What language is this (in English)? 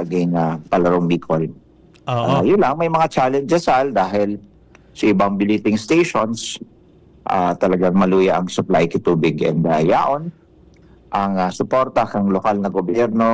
Bikol